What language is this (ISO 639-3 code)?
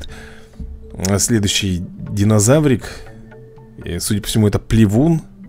rus